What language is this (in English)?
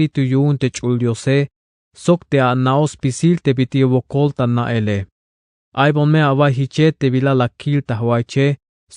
Tzeltal